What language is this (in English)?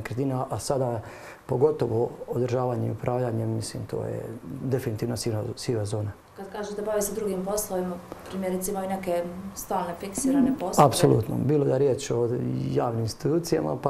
Croatian